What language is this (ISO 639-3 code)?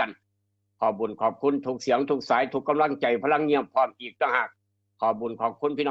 tts